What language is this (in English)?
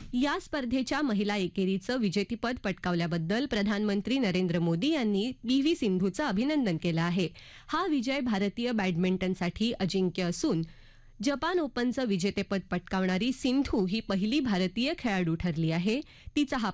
Marathi